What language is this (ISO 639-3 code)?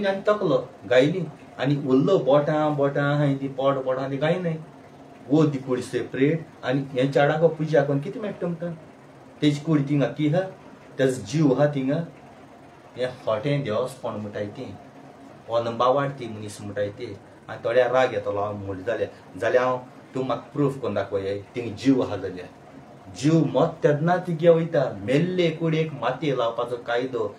kok